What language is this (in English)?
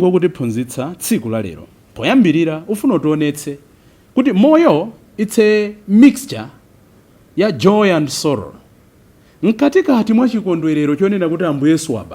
Nyanja